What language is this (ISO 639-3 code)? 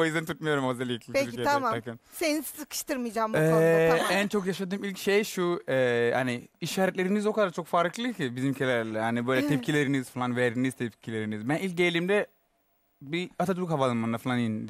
tur